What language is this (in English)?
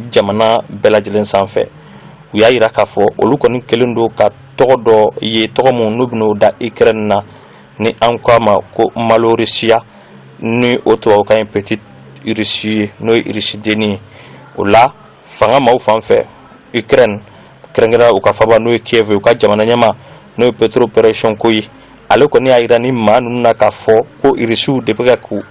Bambara